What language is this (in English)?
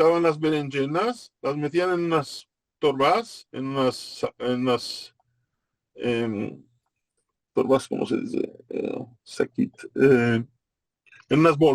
Ladino